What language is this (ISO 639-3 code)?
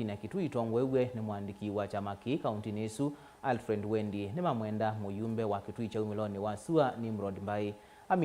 kam